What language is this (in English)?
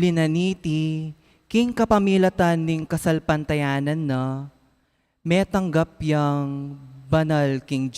Pampanga